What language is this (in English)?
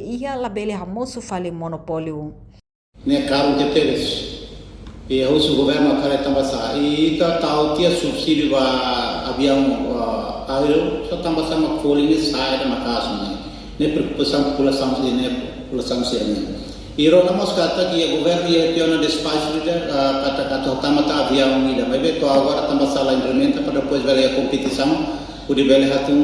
Tetum